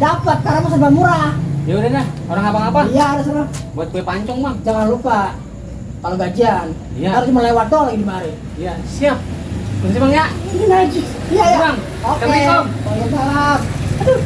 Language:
Betawi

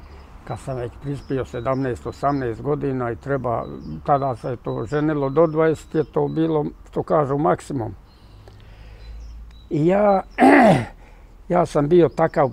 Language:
Bosnian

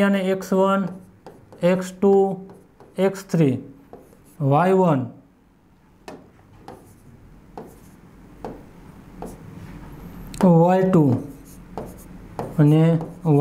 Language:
Gujarati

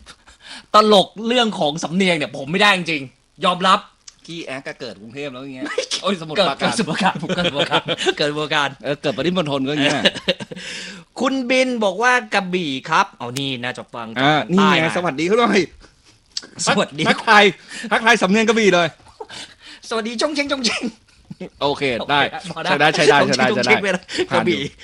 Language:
Thai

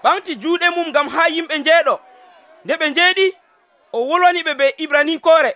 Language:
Nigerian Fulfulde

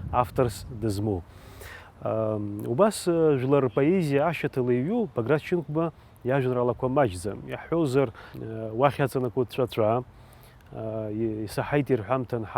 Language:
Abkhazian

